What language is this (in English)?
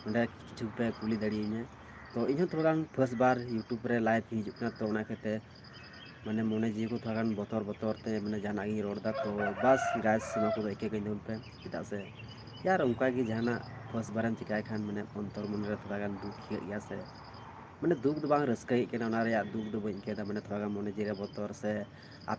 Santali